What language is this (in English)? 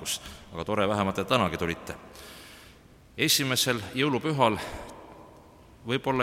Estonian